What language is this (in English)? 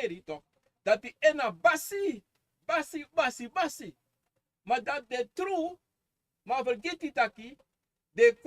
Sranan Tongo